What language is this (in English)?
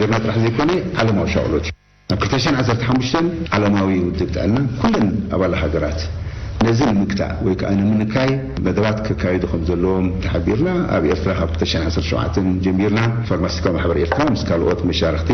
Tigrinya